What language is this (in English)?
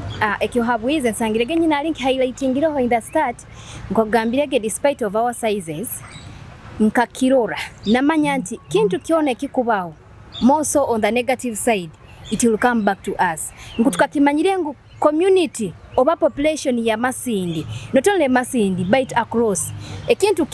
Nyoro